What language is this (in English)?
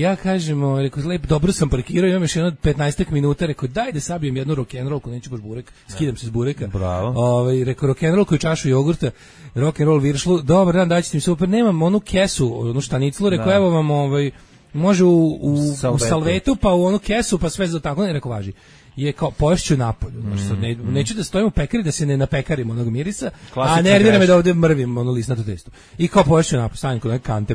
Serbian